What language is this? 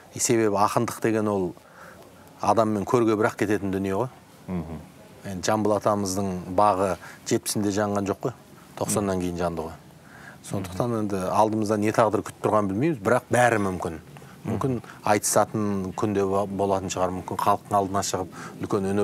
Kazakh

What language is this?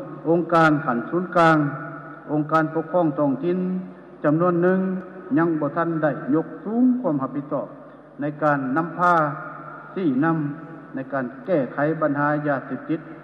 Lao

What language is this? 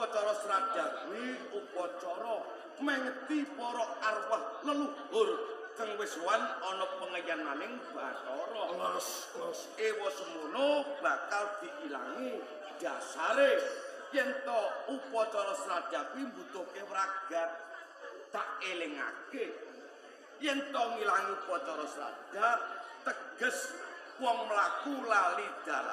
Javanese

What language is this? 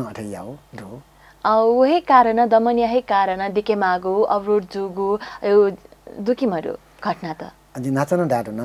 Newari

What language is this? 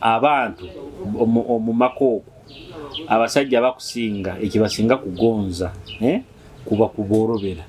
Nyoro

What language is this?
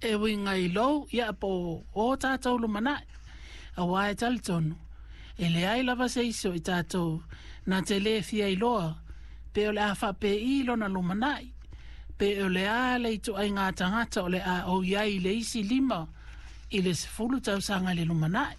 Samoan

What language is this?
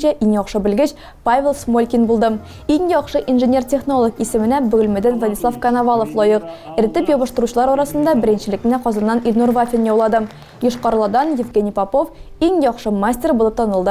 Tatar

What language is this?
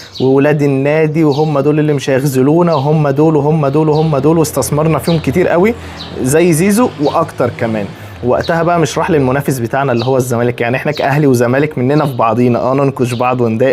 Egyptian Arabic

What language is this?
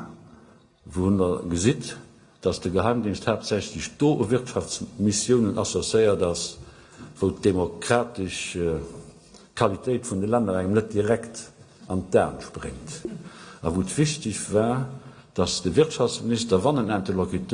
Luxembourgish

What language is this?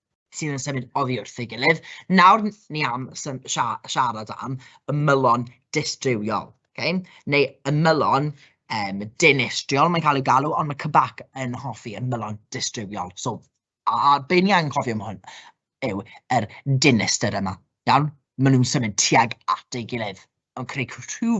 Welsh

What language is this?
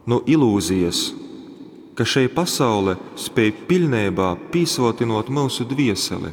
Latgalian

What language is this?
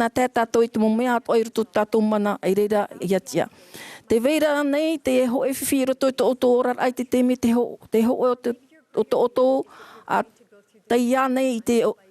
Tahitian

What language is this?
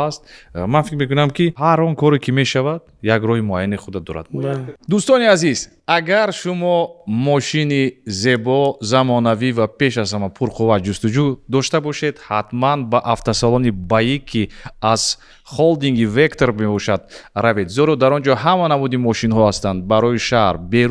Tajik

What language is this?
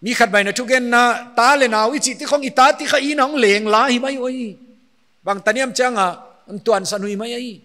Paite Chin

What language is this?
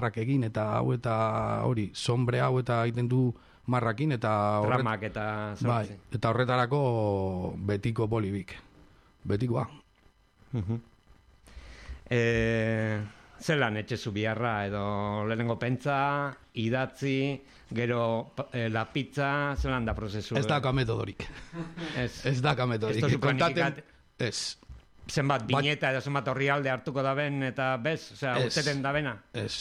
Basque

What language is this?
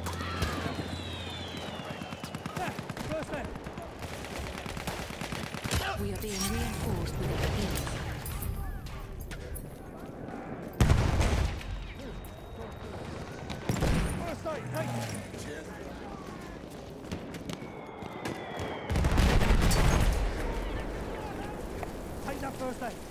English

